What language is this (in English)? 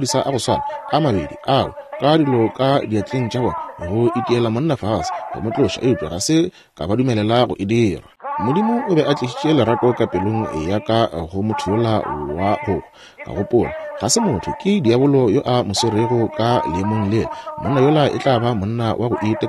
Northern Sotho